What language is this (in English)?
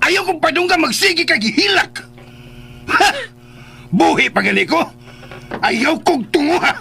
Cebuano